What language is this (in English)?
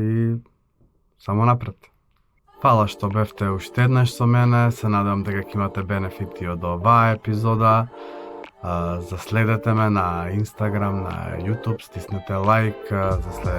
Macedonian